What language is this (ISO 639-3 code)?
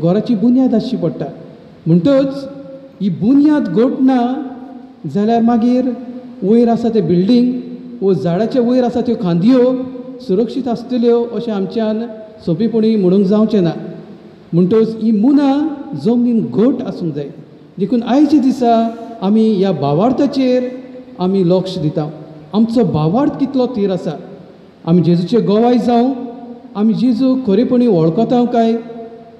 kok